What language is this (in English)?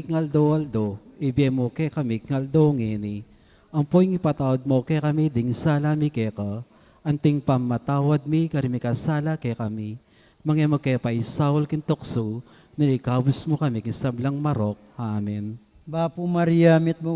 Pampanga